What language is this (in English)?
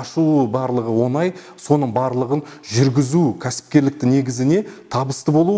Kazakh